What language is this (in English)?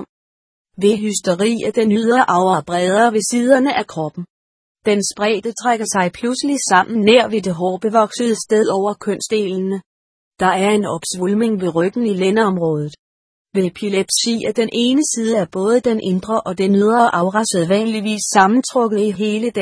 Danish